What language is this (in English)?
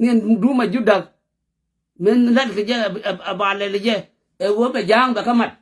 Nuer